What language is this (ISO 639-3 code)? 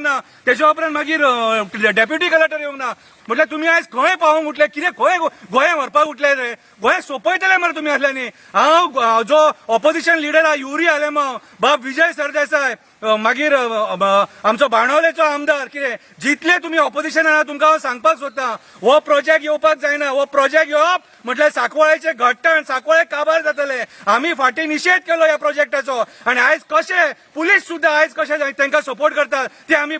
kok